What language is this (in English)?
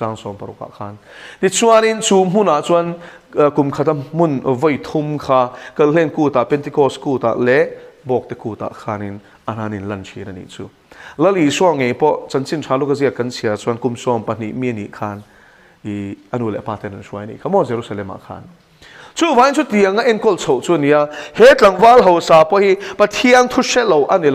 Mizo